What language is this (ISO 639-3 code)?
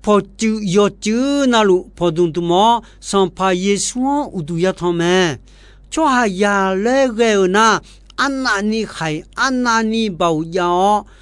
ahk